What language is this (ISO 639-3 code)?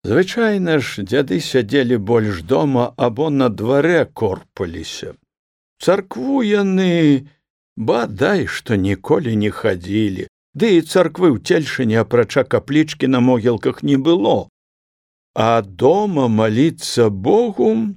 bel